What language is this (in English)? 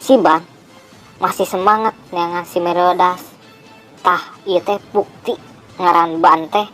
Sundanese